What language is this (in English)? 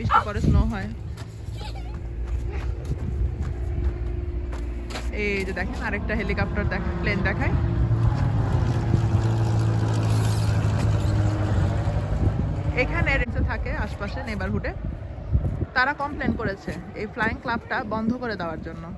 Bangla